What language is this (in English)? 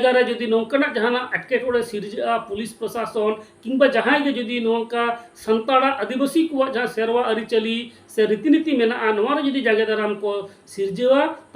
Santali